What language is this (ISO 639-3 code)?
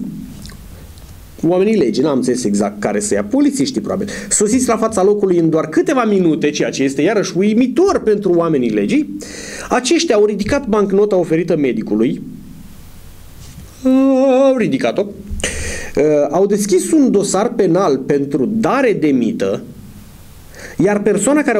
ron